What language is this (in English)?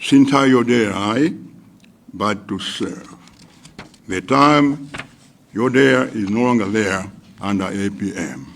Nyanja